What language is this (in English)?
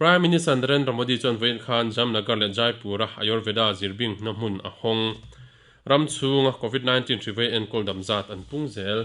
Mizo